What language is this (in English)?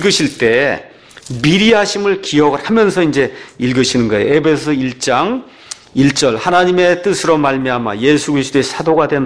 Korean